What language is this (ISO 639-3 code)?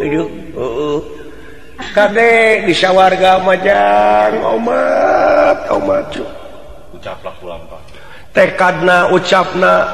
sun